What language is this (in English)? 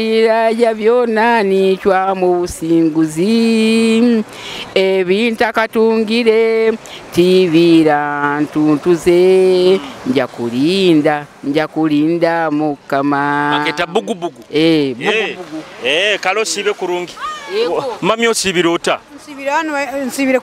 Nyoro